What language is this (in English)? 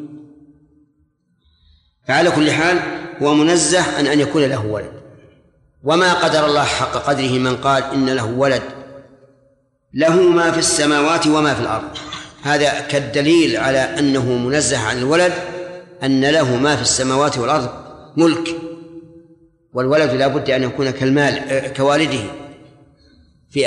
Arabic